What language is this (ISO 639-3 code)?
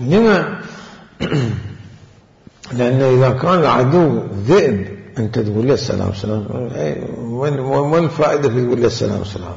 acm